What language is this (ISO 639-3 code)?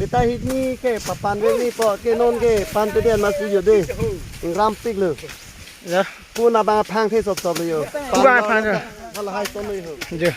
mjw